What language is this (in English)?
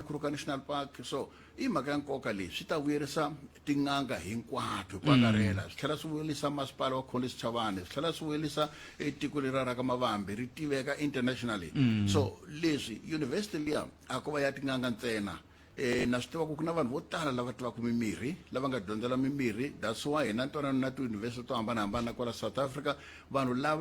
Tsonga